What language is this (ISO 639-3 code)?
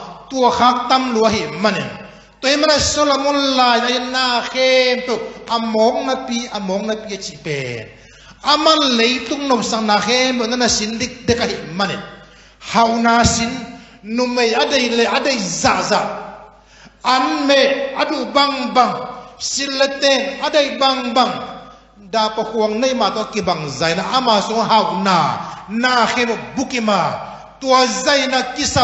ctd